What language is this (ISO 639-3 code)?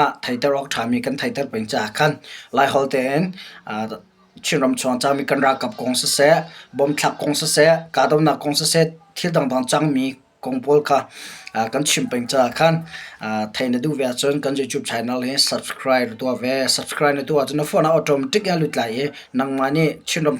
cnh